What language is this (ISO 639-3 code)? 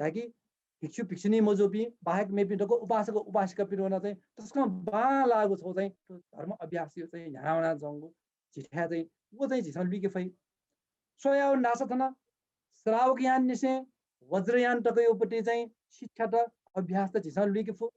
new